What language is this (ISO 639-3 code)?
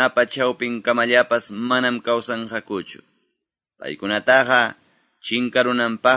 que